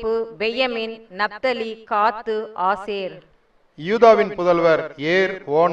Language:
Tamil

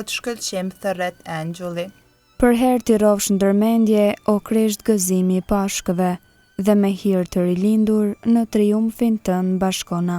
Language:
Albanian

